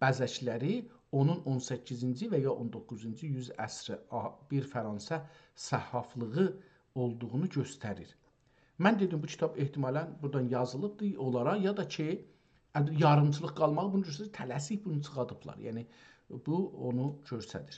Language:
South Azerbaijani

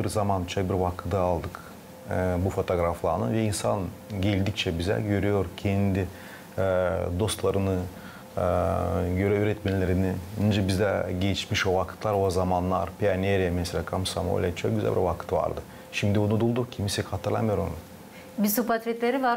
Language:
Gagauz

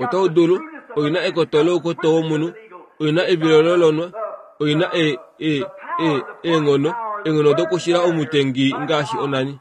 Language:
Kuanyama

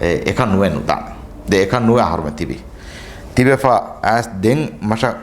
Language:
Divehi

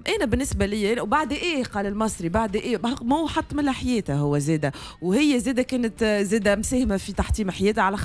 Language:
Tunisian Arabic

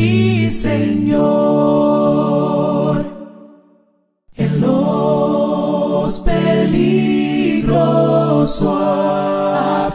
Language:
Spanish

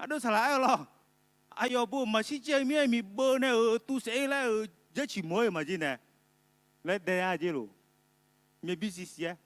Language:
Akha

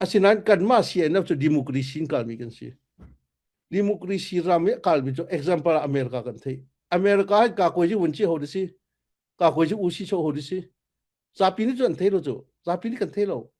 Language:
Falam Chin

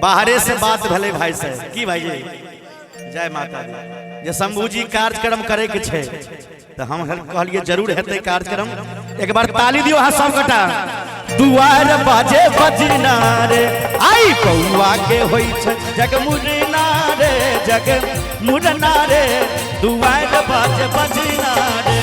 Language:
Maithili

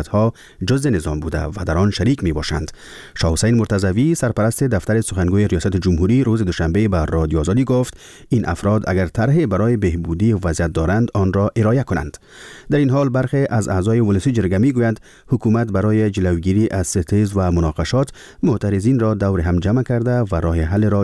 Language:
Persian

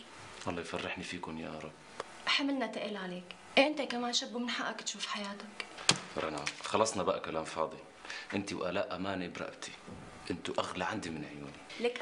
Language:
North Levantine Arabic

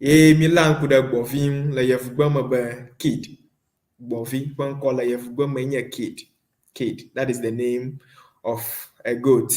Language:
Ewe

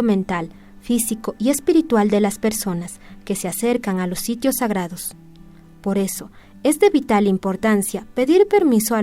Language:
Quechua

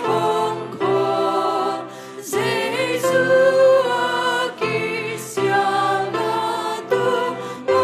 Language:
Tedim Chin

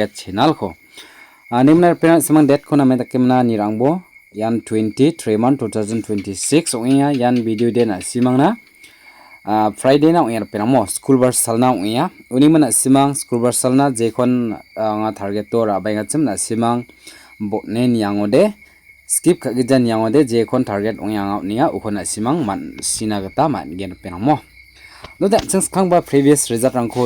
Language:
Garo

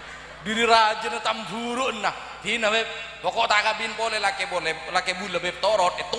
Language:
Madurese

